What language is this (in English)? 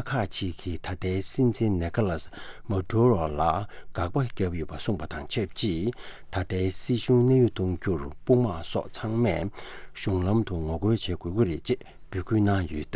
Tibetan